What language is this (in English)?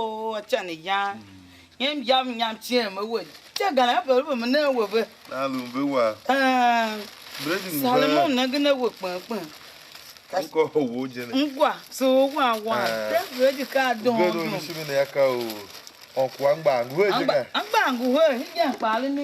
Tiv